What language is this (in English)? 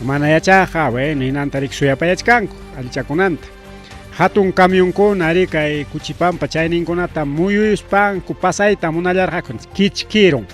Ayacucho Quechua